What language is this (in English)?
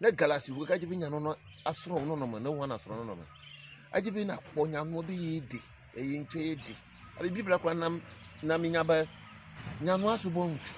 Ewe